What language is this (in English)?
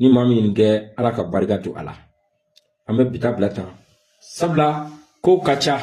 Bambara